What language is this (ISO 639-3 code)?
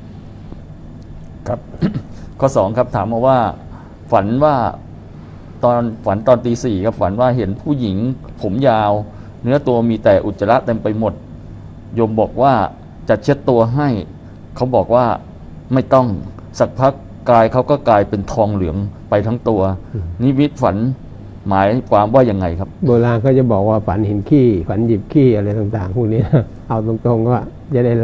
tha